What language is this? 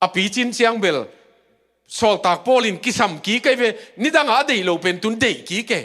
Tedim Chin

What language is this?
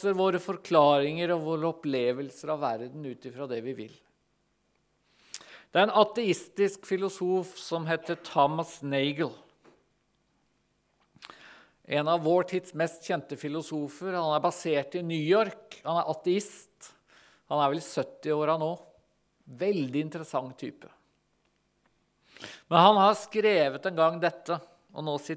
Norwegian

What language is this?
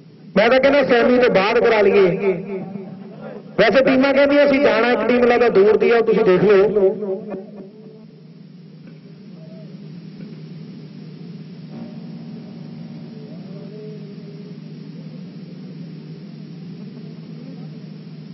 Punjabi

